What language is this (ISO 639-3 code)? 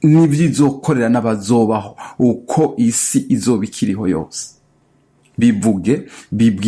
run